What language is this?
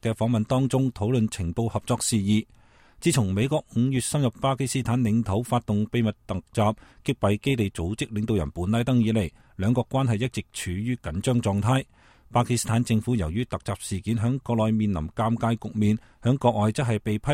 Cantonese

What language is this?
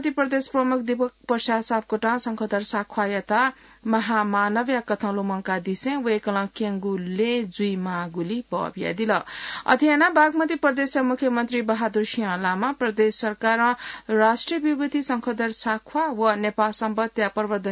Newari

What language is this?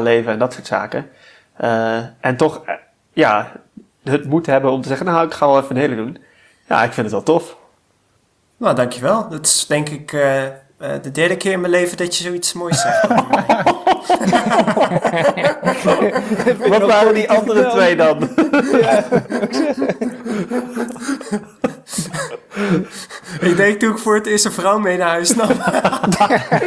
Dutch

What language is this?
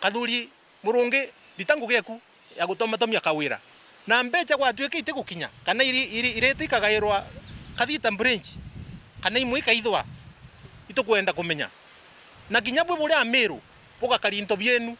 Meru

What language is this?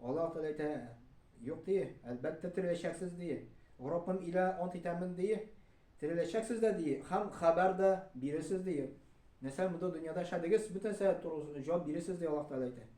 Tatar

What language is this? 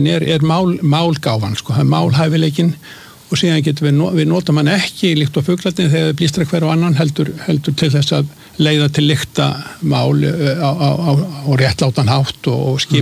Icelandic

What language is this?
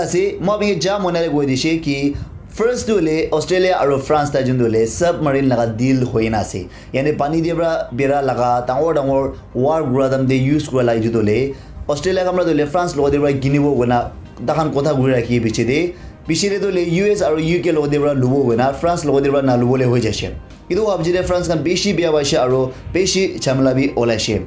Naga Pidgin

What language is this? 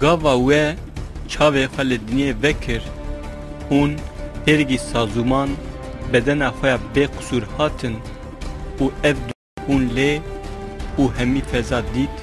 Kurdish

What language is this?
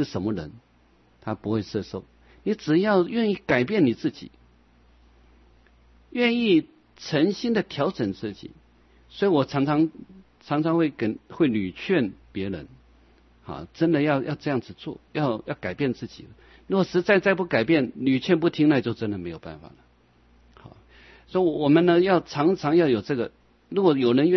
Chinese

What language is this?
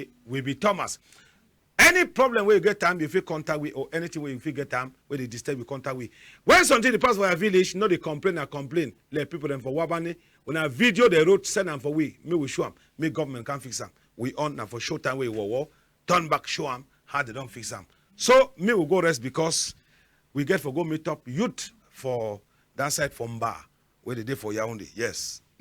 Cameroon Pidgin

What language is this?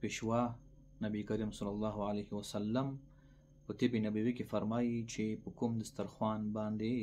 Pashto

